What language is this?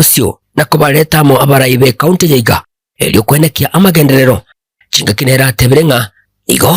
Gusii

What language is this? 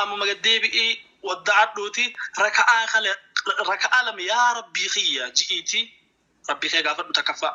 Oromo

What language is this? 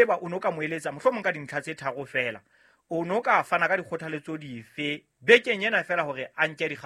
Southern Sotho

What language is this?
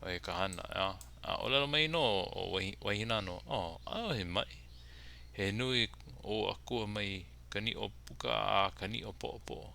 Hawaiian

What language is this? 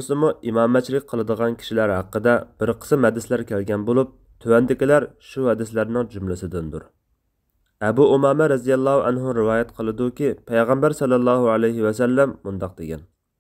Uyghur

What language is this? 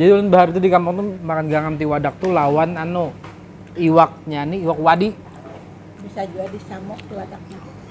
Banjar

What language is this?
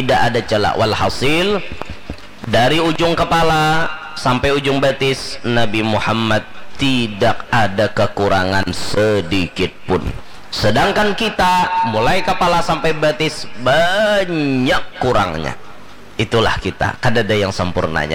Banjar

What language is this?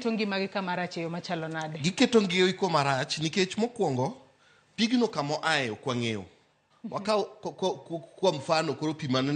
Luo (Kenya and Tanzania)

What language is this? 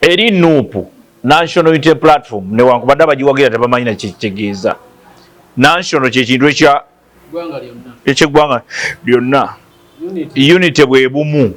Ganda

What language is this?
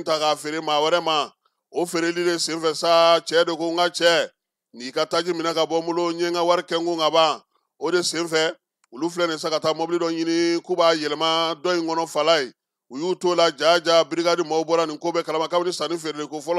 Bambara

